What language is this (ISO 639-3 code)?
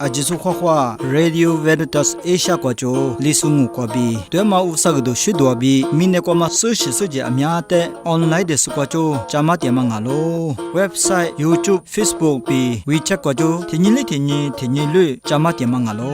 lis